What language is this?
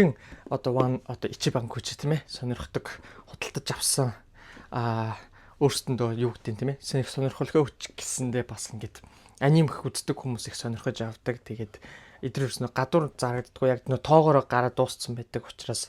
Mongolian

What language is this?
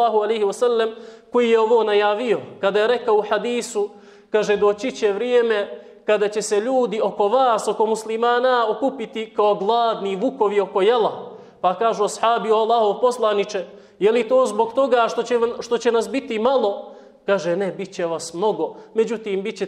Bosnian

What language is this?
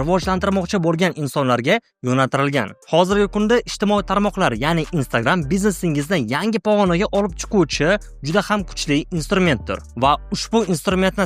Uzbek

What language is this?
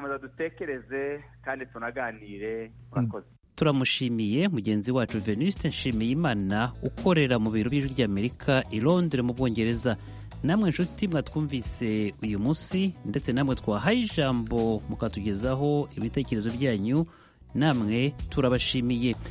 Kinyarwanda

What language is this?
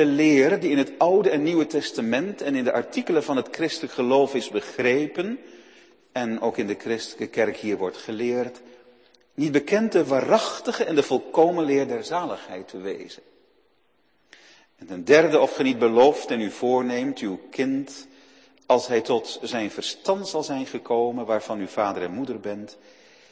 Dutch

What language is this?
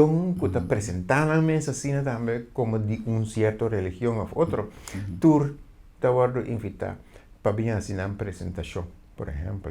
Papiamento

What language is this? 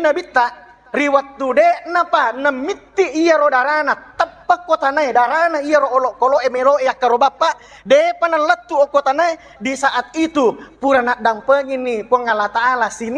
Buginese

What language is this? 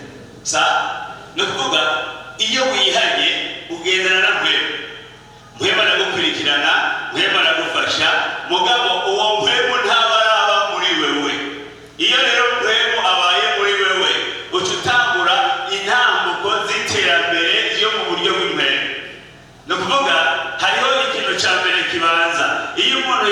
Rundi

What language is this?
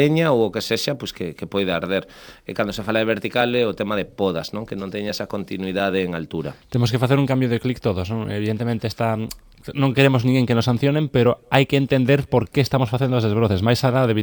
Galician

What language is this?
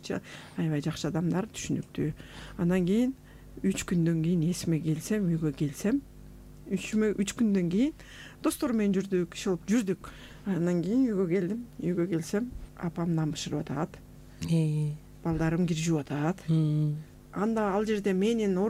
Kyrgyz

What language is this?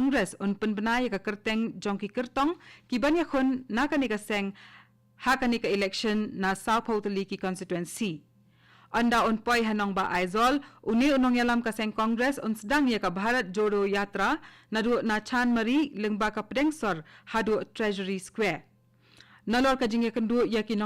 Khasi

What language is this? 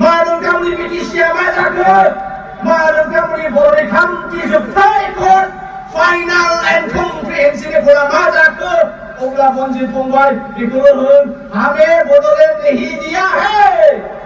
Bodo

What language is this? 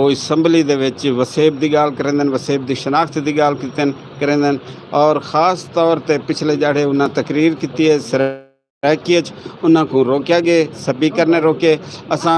Saraiki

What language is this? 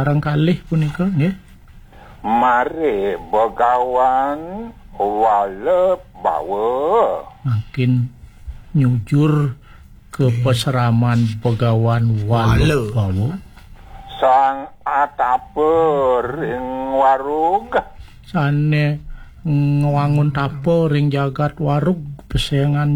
Balinese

